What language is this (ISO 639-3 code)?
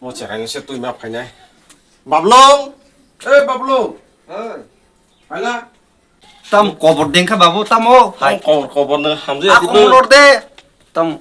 trp